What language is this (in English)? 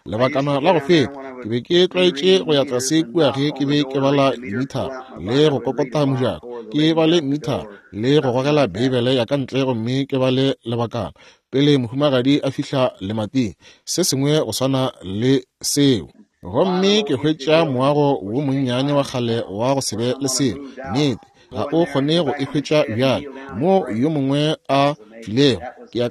Northern Sotho